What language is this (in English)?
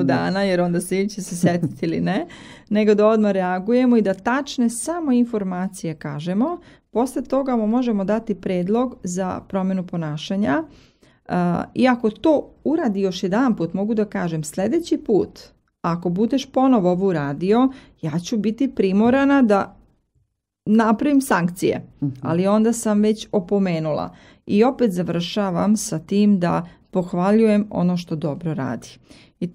Serbian